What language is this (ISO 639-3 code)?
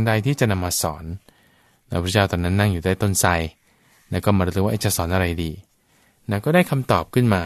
tha